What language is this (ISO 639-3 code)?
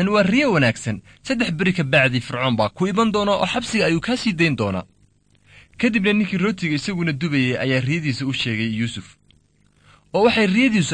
som